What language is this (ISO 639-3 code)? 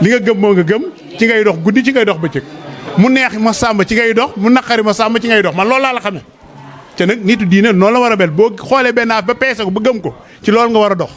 wol